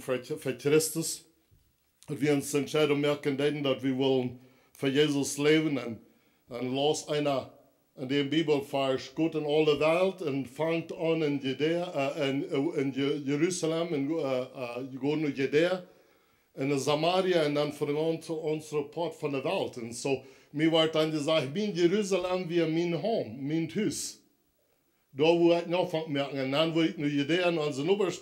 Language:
Plautdietsch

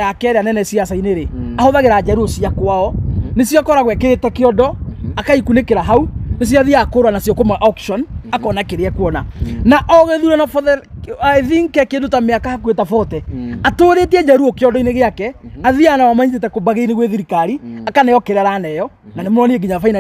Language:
Kikuyu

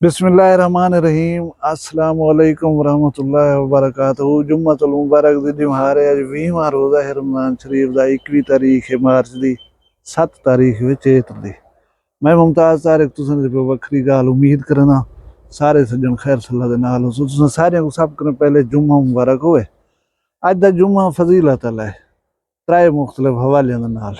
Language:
Saraiki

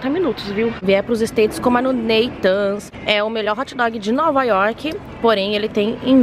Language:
Portuguese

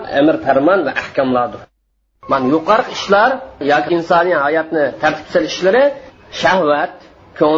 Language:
Uyghur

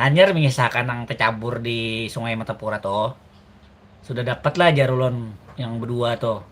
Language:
Banjar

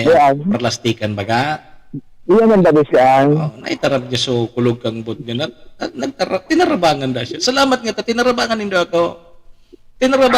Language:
Bikol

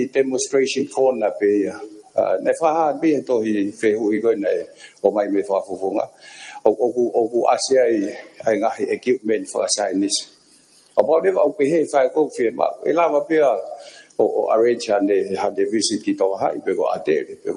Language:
Tongan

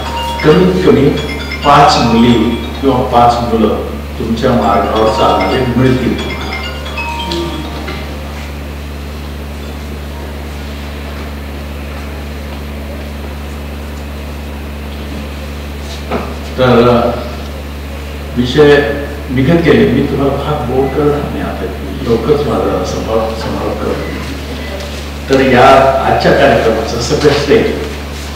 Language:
Marathi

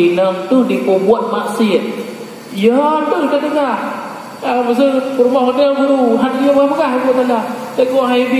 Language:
Achinese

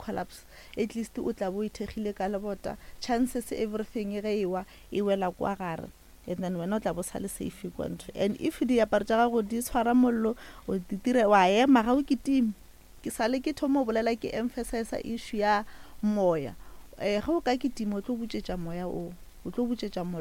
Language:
Northern Sotho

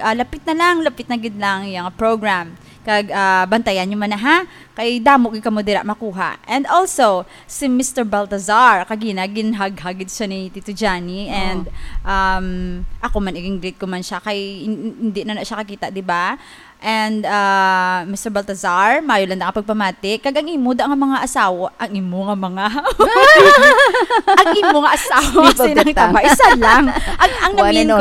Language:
Hiligaynon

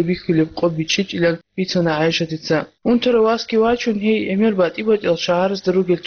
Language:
Avaric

